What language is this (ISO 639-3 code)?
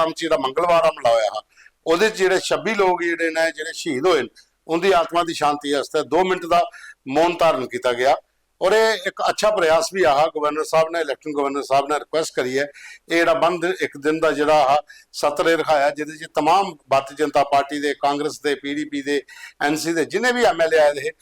doi